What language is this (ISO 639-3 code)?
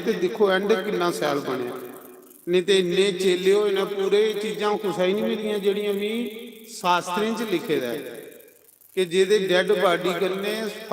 doi